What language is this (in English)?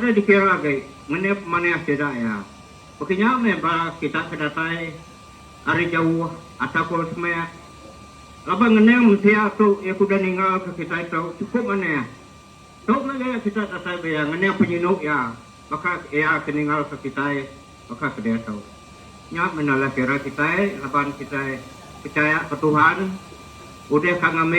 Iban